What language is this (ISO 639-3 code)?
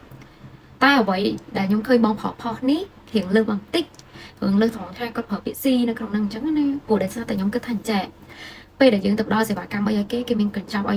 khm